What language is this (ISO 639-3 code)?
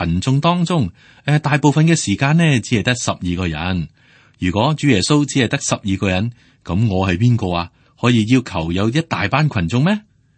yue